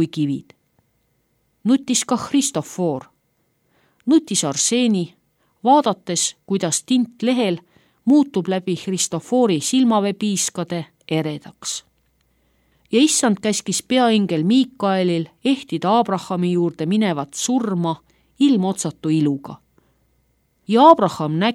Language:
Estonian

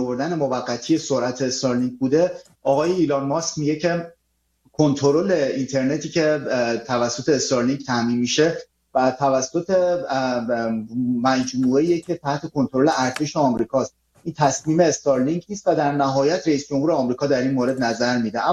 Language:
Persian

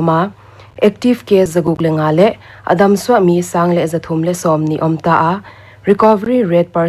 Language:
Paite Chin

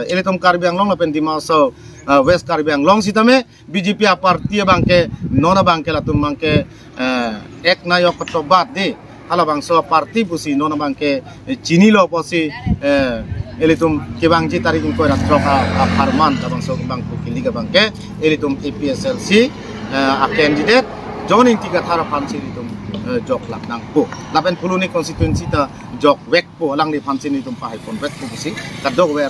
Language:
Karbi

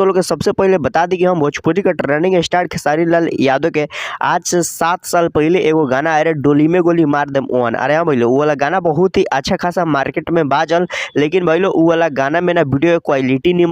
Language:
Bhojpuri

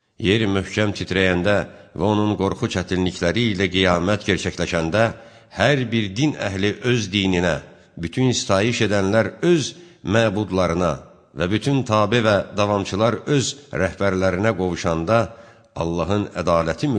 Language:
Azerbaijani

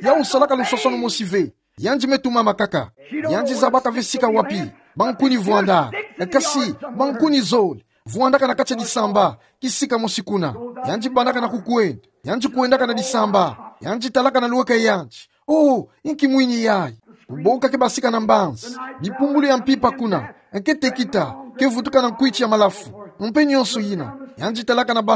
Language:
Kituba (Democratic Republic of Congo)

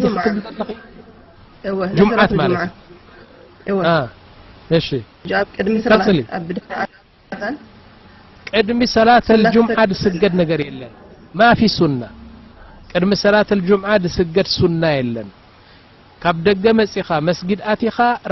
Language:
Tigrinya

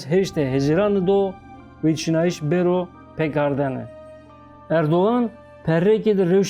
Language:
Zaza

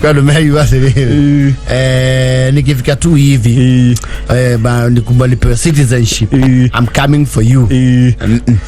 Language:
Kikuyu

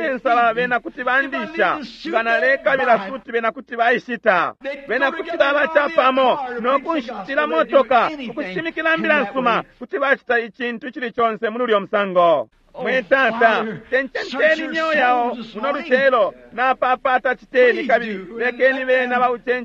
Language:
Bemba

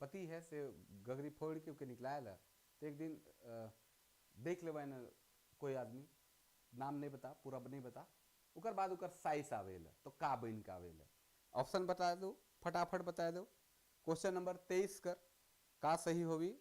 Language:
Sadri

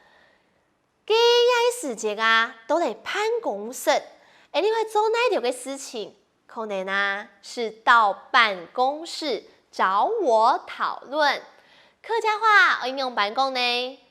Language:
Hakka Chinese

